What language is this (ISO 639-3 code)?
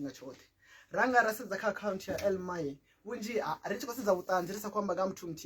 ven